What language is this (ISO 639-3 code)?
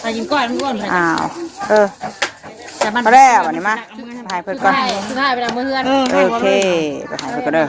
tts